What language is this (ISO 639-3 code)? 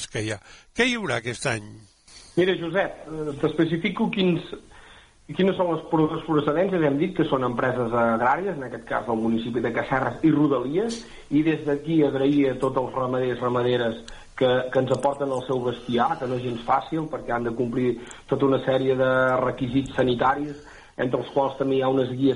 cat